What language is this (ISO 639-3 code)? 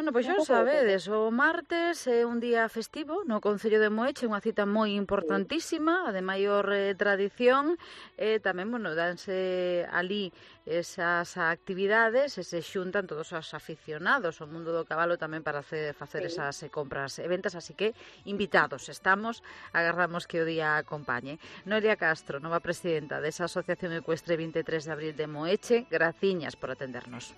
glg